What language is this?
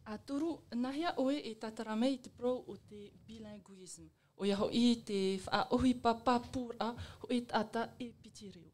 Tahitian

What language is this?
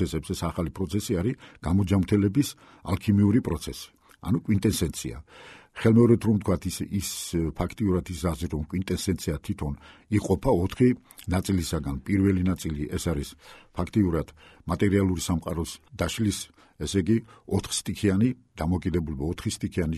Georgian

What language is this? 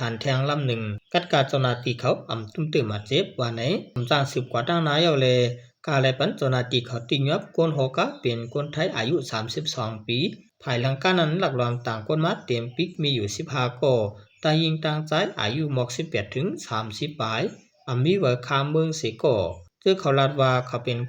Shan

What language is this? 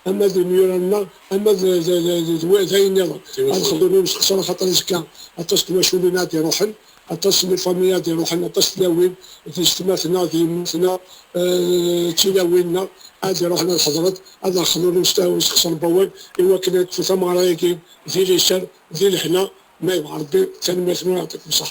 Kabyle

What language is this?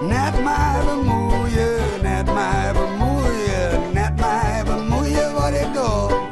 Western Frisian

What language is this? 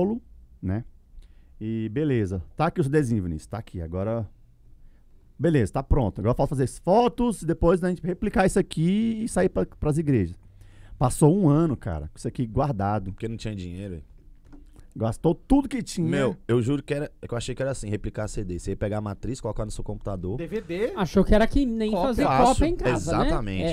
Portuguese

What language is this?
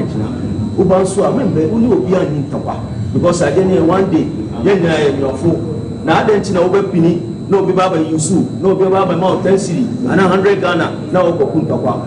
Akan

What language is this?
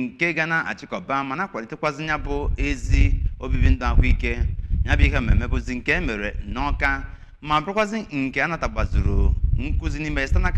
Igbo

